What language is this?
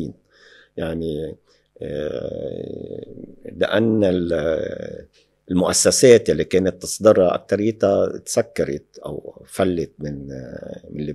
North Levantine Arabic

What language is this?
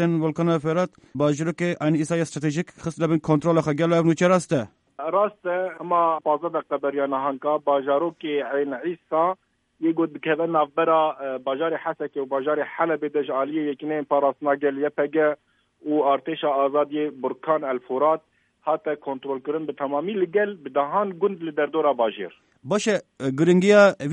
Kurdish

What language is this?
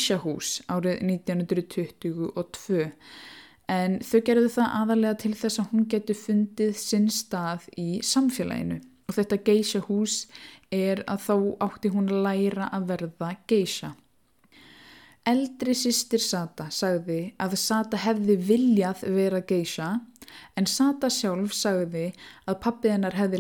Icelandic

